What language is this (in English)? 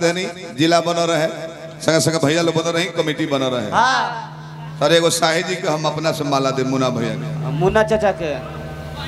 Bhojpuri